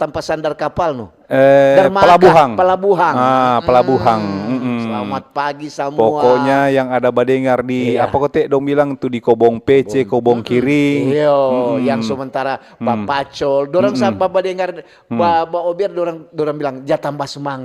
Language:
Manado Malay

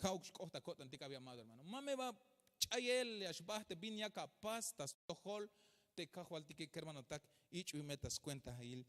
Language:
Tzeltal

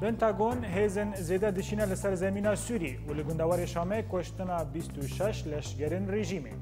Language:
Kurdish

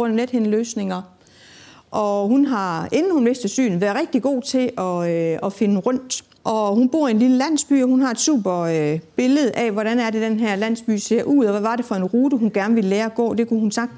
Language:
Danish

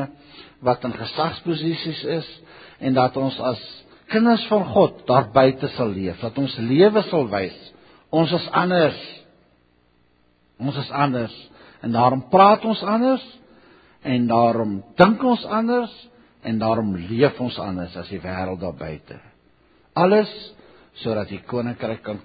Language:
Afrikaans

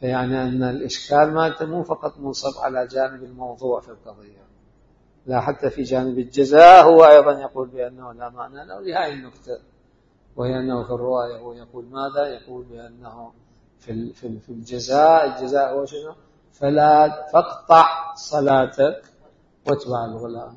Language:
Mesopotamian Arabic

